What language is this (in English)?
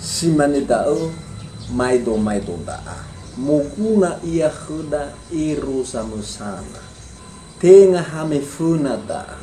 Nias